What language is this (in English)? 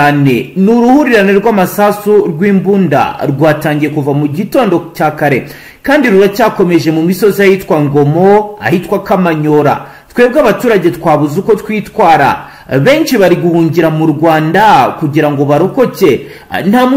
Kinyarwanda